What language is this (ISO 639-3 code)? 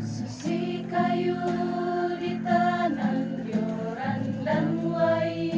sda